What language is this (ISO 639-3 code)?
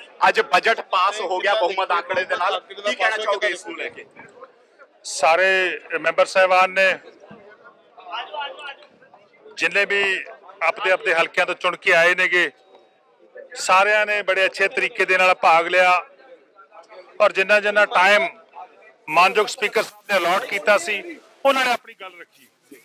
pan